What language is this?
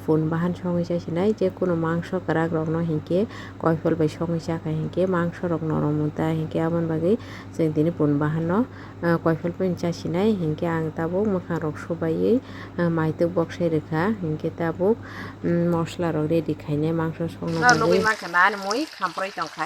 Kok Borok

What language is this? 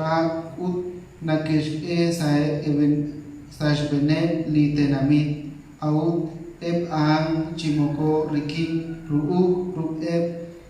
Kekchí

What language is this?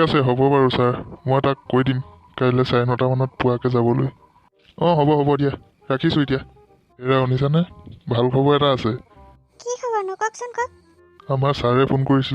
Assamese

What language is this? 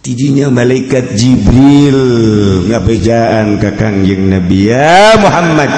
Sundanese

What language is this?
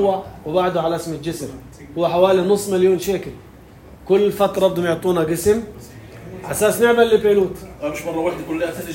North Levantine Arabic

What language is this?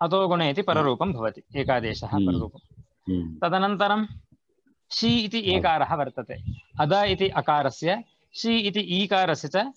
Sanskrit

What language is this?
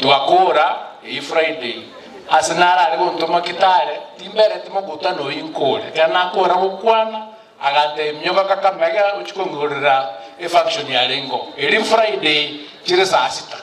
Gusii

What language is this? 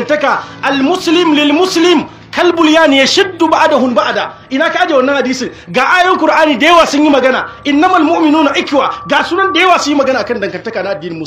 Hausa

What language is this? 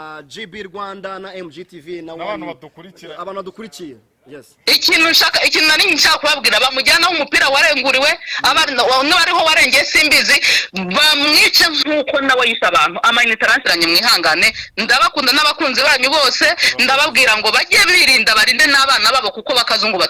Kinyarwanda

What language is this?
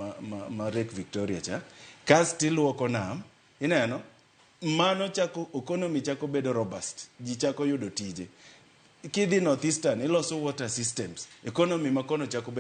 Luo (Kenya and Tanzania)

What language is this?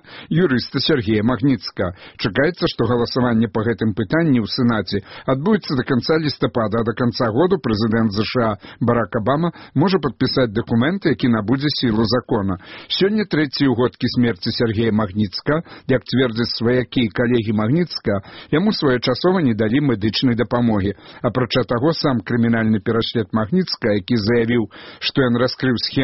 Belarusian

